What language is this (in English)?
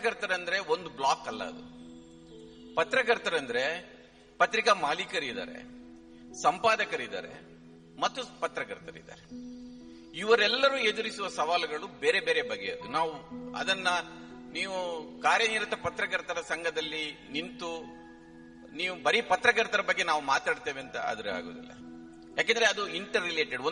Kannada